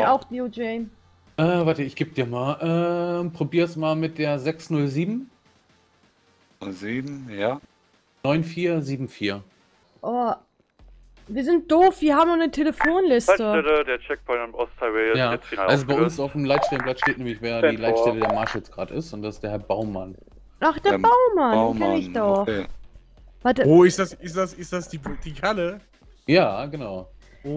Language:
German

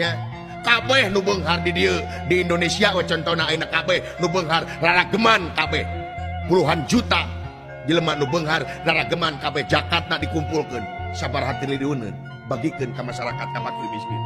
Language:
Sundanese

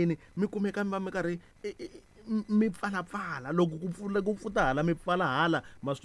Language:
Tsonga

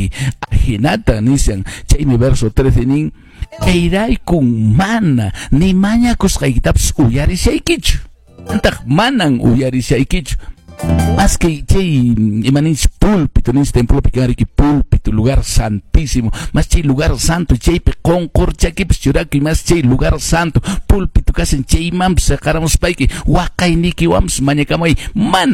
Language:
Quechua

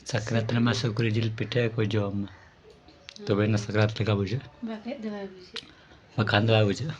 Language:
Santali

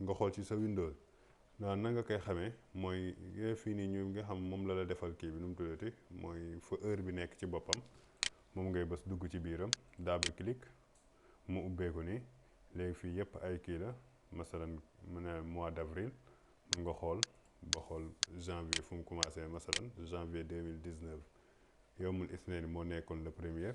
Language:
Wolof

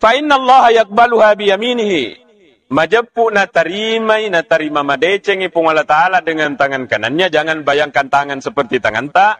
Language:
Buginese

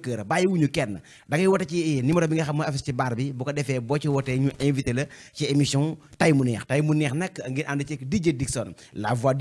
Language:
Wolof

